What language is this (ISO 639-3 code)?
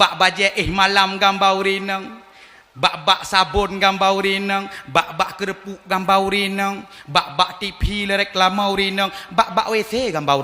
ace